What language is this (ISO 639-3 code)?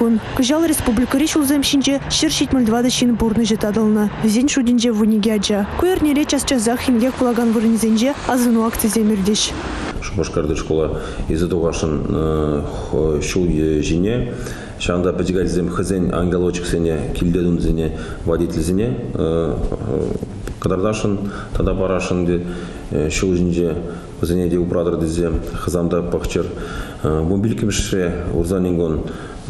chv